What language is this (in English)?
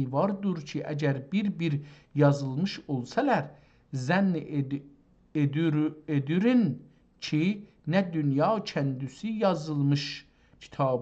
South Azerbaijani